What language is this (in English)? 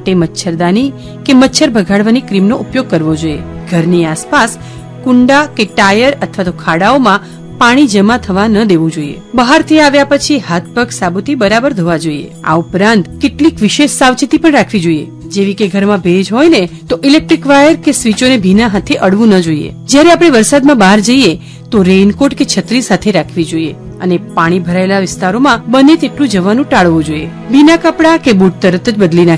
Gujarati